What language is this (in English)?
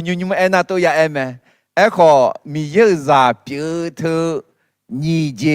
Akha